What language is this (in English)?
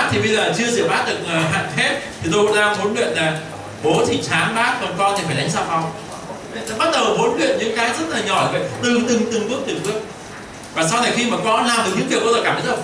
Vietnamese